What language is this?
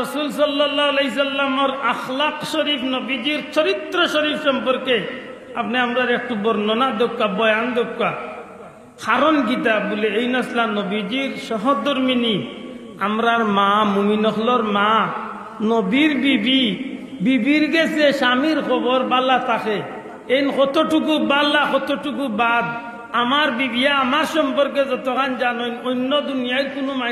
Sylheti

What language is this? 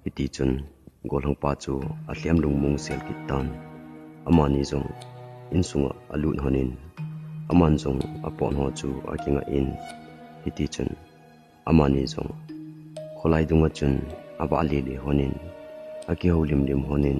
Thado Chin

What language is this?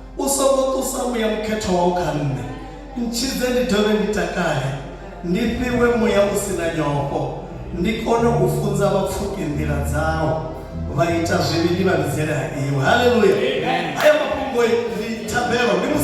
Venda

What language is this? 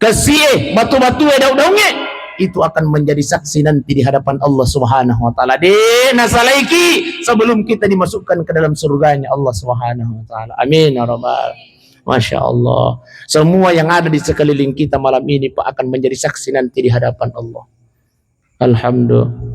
Buginese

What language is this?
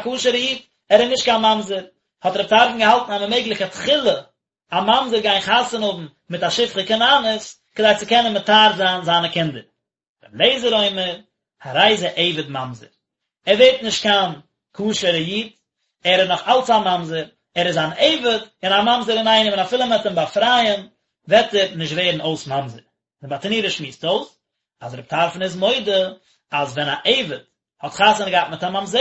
Yiddish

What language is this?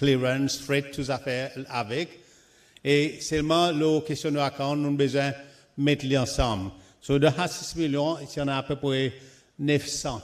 Seselwa Creole French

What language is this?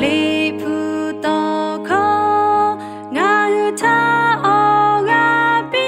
Lahu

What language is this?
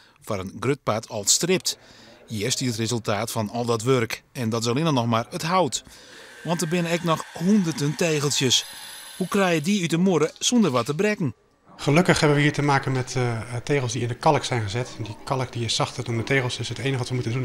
Western Frisian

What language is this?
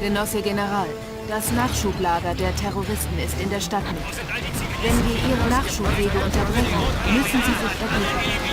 Bavarian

